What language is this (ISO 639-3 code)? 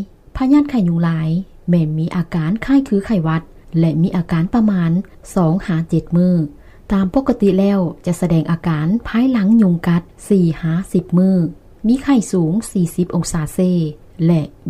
lao